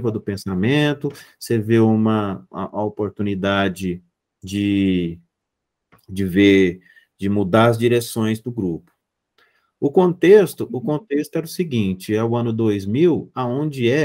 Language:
Portuguese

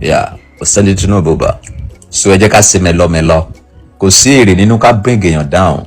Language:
Yoruba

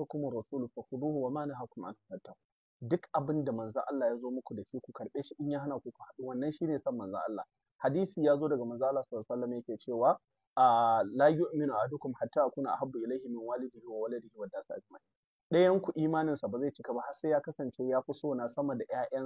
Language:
Hausa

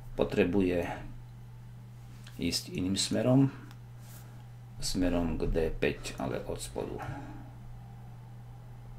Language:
Slovak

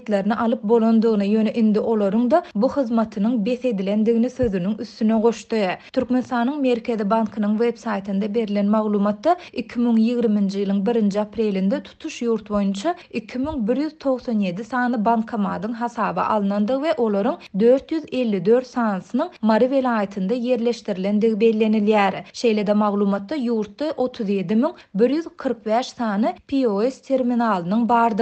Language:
Turkmen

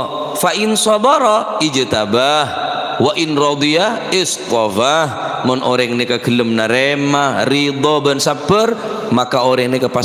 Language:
Madurese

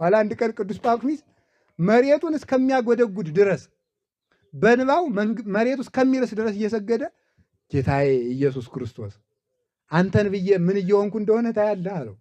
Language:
Amharic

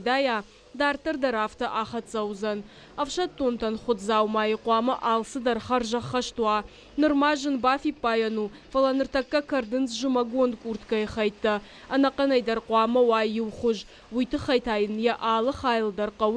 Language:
Ossetic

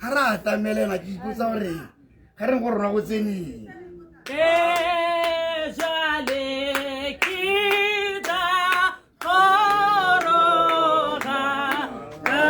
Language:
Tswana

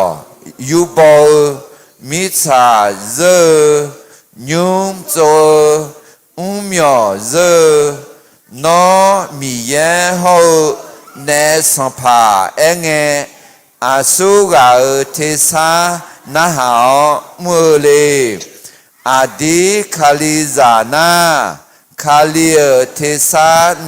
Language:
Akha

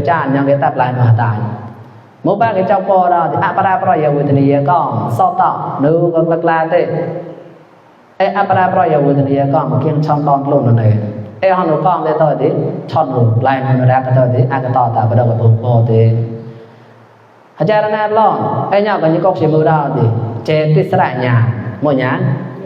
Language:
Mon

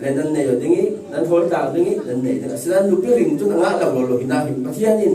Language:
Falam Chin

